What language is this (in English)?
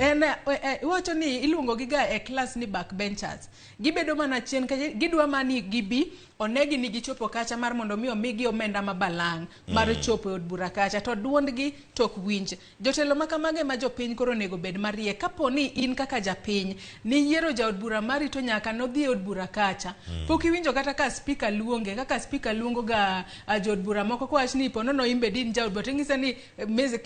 Luo (Kenya and Tanzania)